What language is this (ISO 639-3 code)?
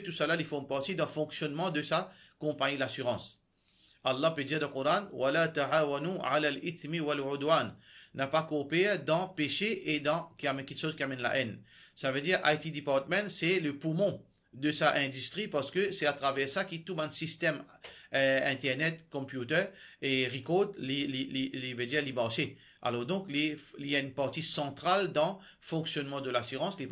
mfe